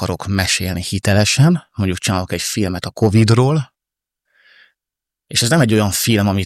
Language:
Hungarian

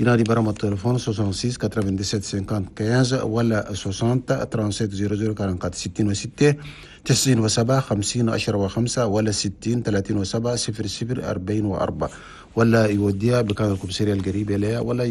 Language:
Chadian Arabic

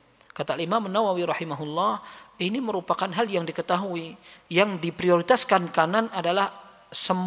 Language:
Indonesian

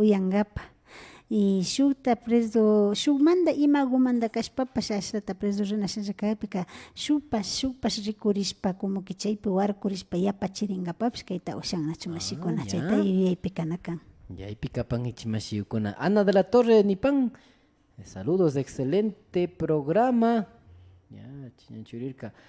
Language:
Imbabura Highland Quichua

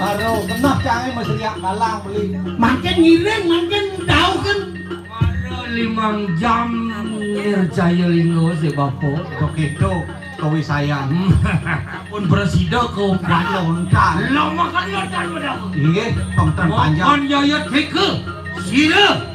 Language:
Balinese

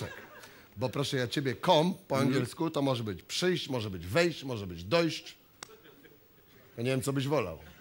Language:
Polish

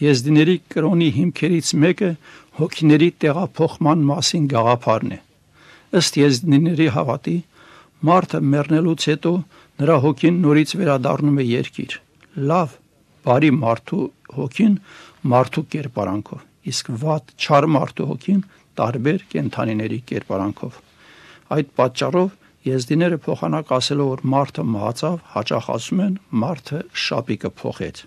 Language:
Armenian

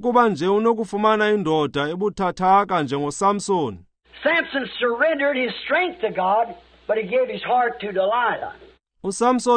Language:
Xhosa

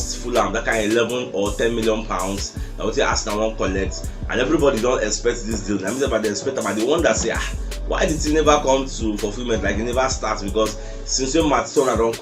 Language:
Nigerian Pidgin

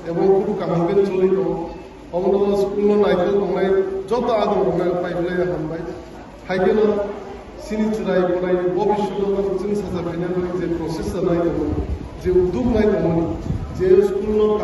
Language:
Kok Borok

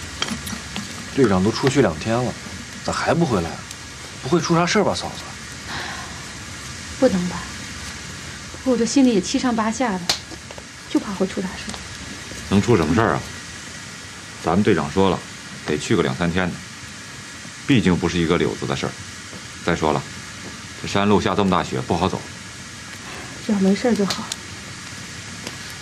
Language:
Chinese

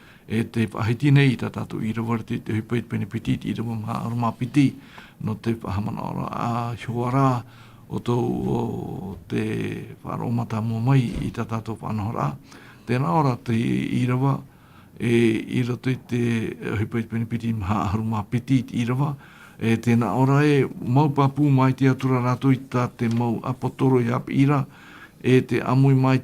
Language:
Tahitian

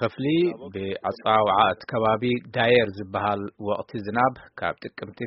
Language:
Tigrinya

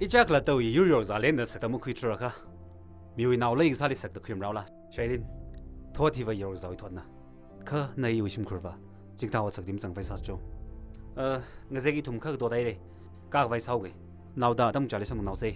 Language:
Tangkhul Naga (India)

